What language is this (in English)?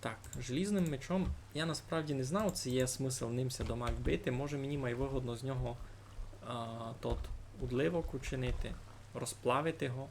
Rusyn